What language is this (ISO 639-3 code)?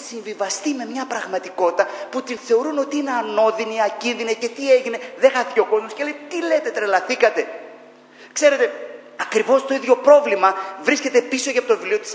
ell